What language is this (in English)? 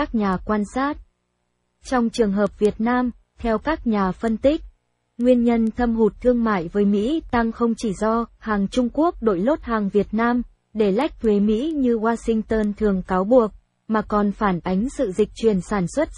Vietnamese